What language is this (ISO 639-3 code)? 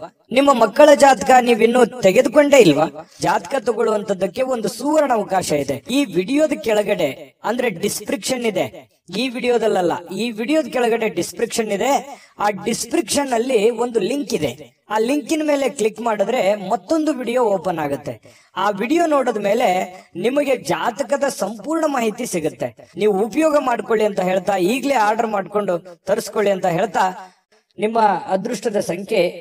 kan